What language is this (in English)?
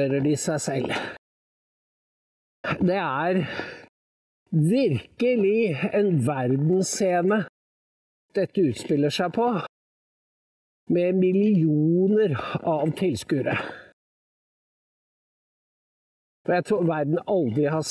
Norwegian